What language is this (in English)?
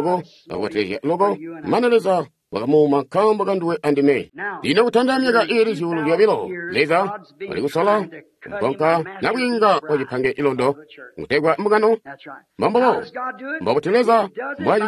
Tonga (Zambia)